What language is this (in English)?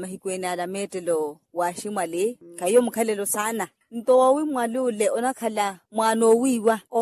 Makhuwa